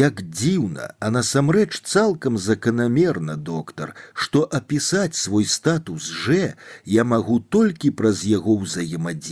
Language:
Belarusian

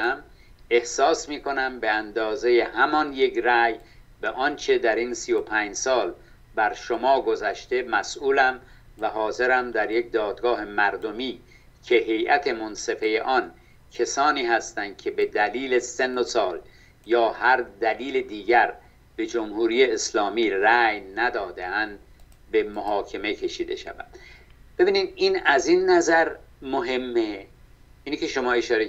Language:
Persian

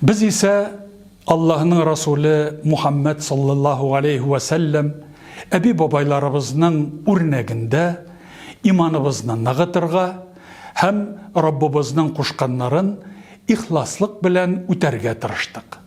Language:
Tatar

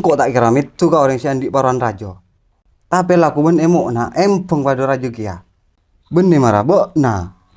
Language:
Madurese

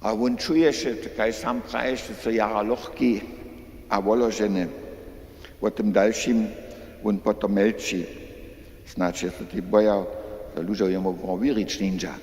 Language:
Upper Sorbian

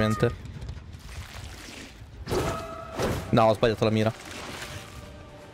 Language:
Italian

